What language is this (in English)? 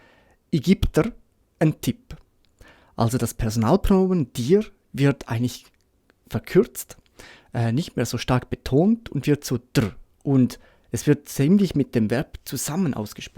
Swiss German